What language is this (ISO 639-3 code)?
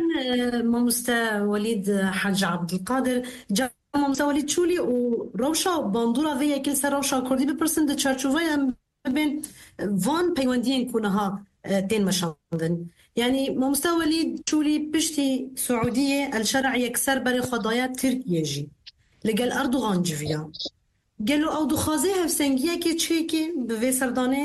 kur